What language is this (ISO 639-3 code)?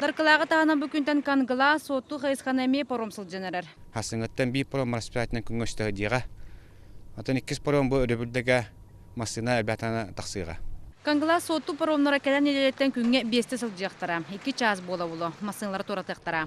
sah